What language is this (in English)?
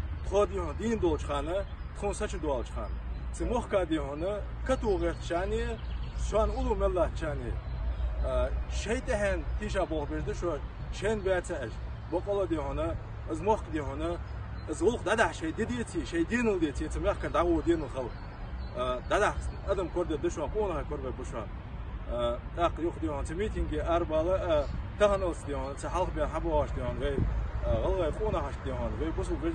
Ingush